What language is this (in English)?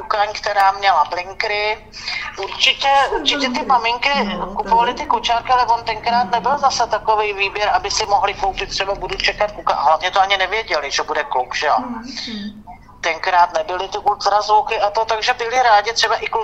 Czech